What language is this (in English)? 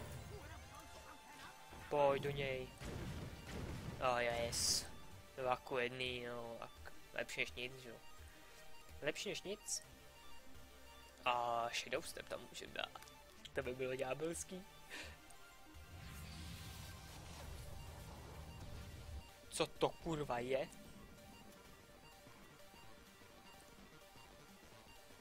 Czech